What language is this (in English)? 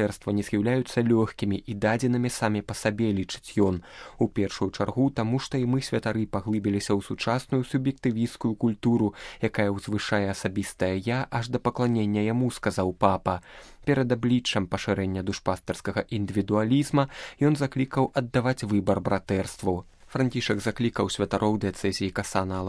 Belarusian